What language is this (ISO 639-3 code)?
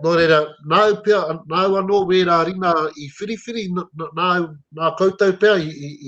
mri